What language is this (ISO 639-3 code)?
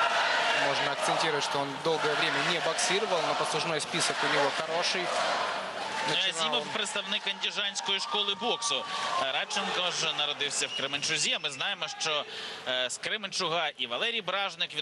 ukr